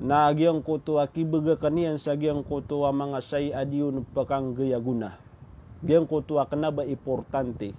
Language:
Maranao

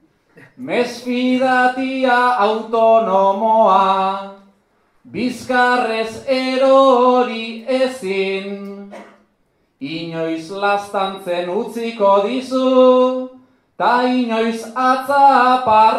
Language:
Basque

